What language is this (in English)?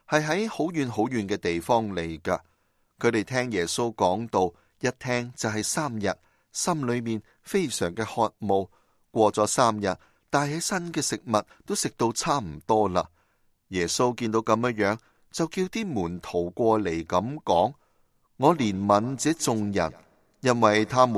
Cantonese